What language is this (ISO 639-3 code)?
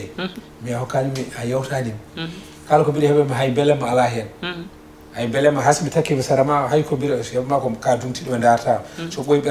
ful